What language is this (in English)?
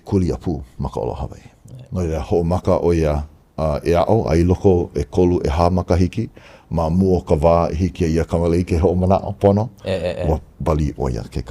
Hawaiian